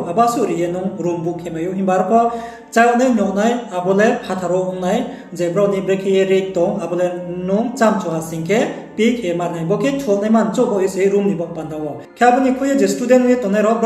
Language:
Riang (India)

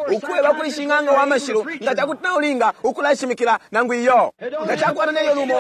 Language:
Bemba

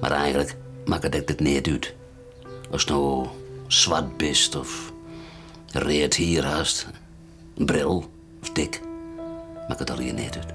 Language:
Western Frisian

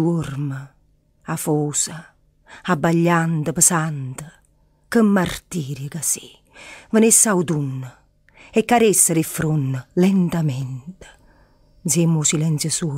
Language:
Neapolitan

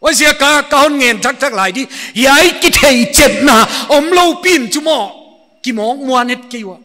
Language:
Paite Chin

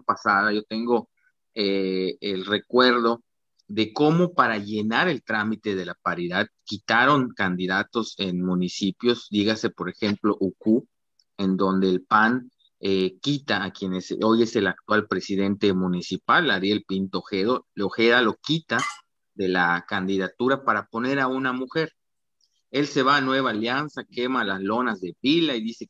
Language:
Spanish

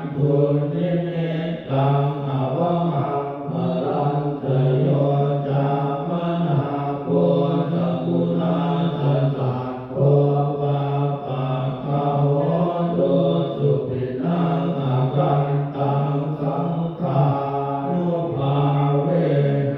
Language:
Pali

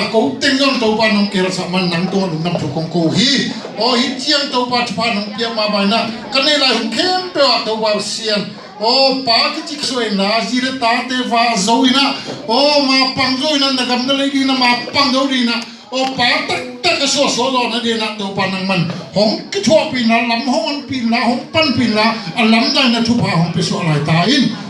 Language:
Tedim Chin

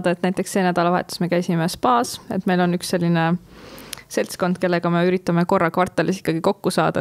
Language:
Estonian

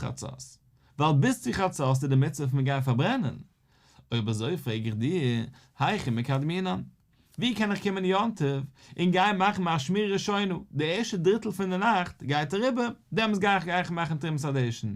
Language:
Yiddish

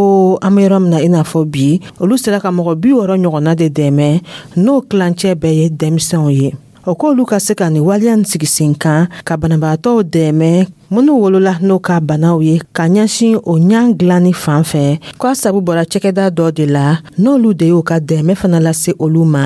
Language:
Dyula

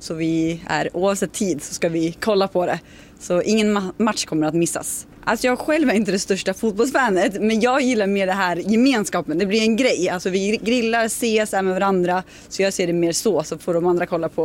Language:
Swedish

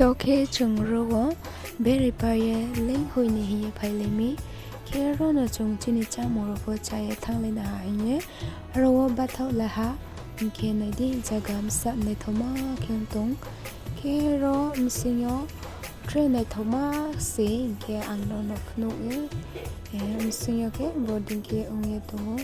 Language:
Riang (India)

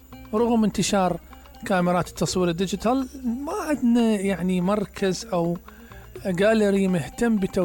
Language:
Mesopotamian Arabic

